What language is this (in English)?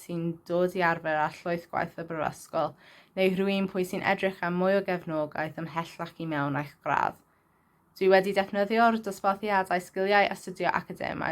Welsh